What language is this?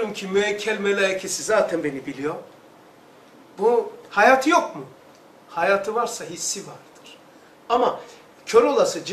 Turkish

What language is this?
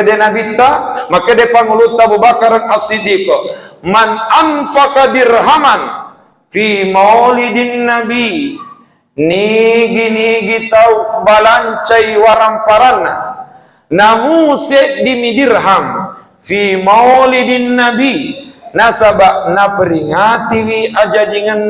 Buginese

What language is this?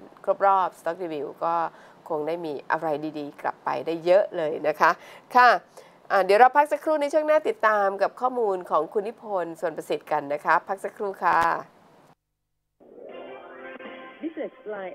Thai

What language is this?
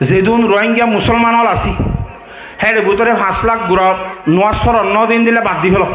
Rohingya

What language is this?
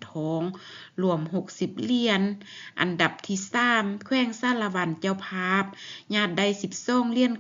Lao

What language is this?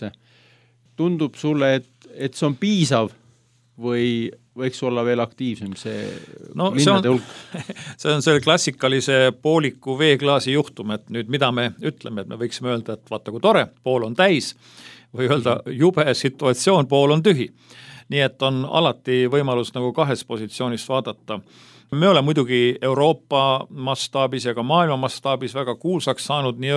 Estonian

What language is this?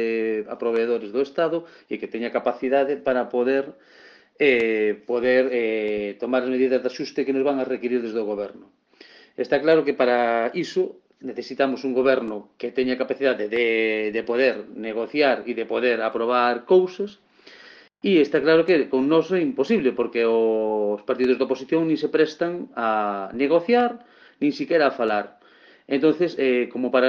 Galician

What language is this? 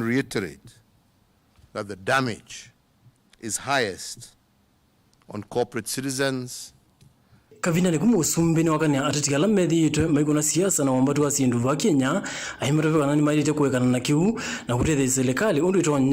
Kamba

